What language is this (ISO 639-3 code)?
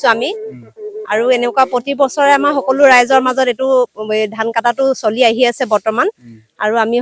asm